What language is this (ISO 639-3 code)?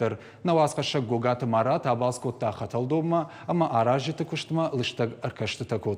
oss